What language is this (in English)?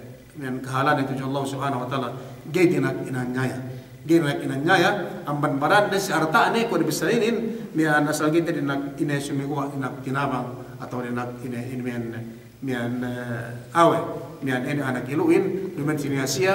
Yakan